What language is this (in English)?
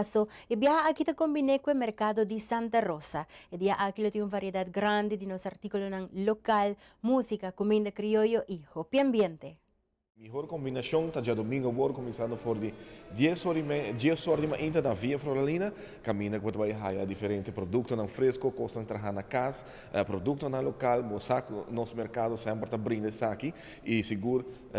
Papiamento